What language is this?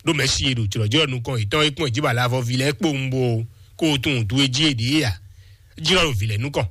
Fon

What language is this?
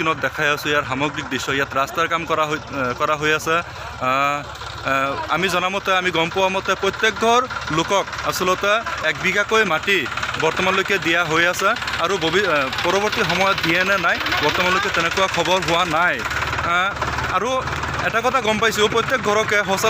Assamese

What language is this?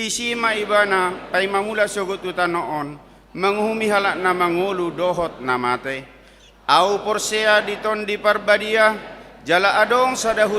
Batak Toba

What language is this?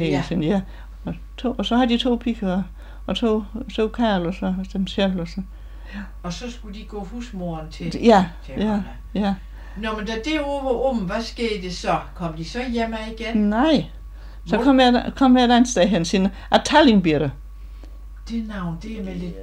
Danish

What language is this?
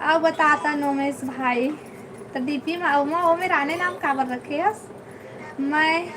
Chhattisgarhi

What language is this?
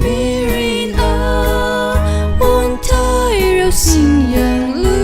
Tangkhul Naga (India)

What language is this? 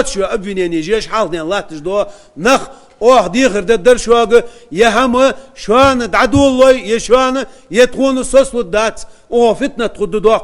Ingush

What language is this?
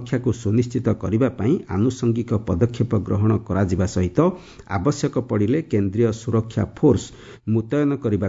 Odia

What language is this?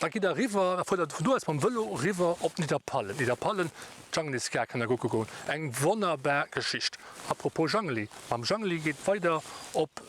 Luxembourgish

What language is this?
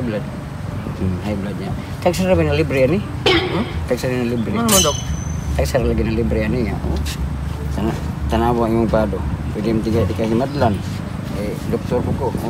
Cebuano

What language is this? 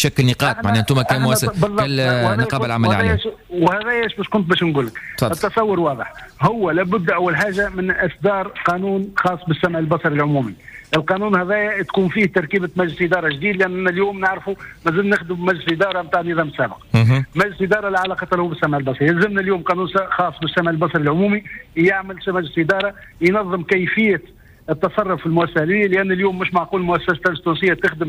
Tunisian Arabic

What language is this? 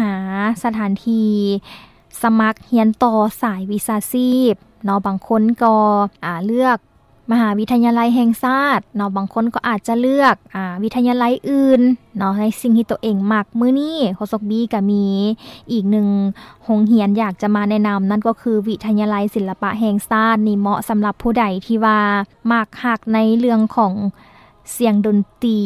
Lao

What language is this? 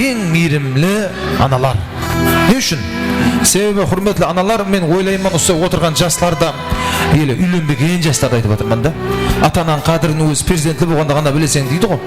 Kara-Kalpak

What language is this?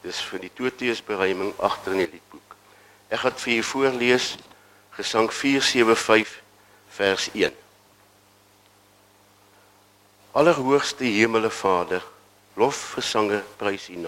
Afrikaans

